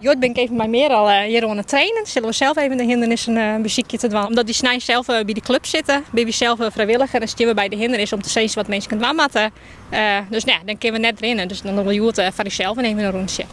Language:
Western Frisian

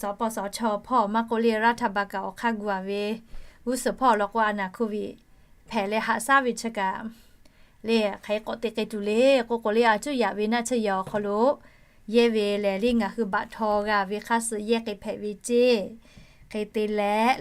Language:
Lahu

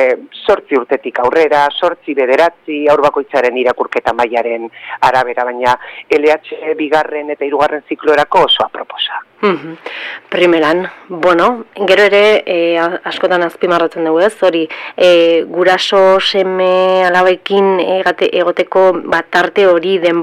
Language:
Basque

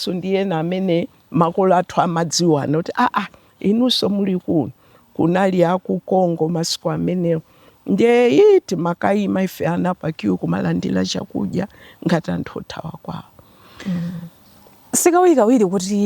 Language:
Nyanja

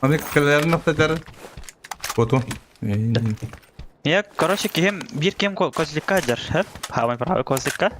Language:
Yakut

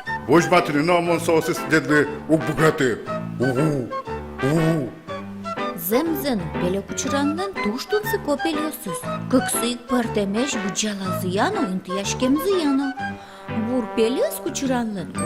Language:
Udmurt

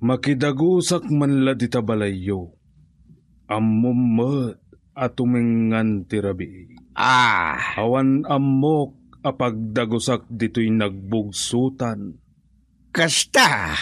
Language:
Iloko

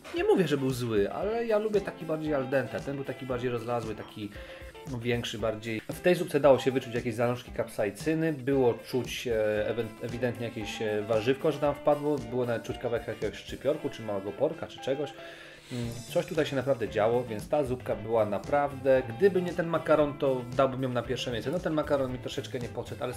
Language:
Polish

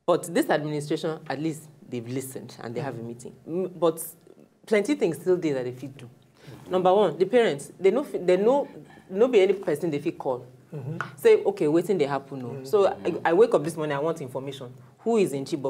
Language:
Nigerian Pidgin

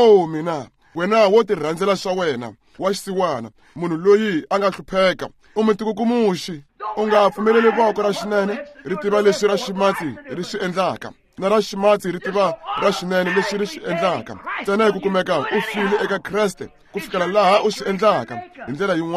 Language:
Tsonga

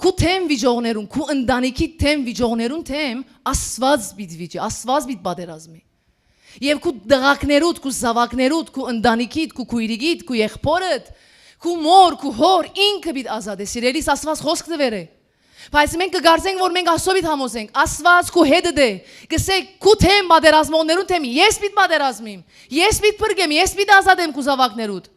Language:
Western Armenian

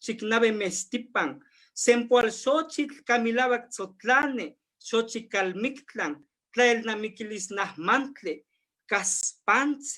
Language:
Eastern Huasteca Nahuatl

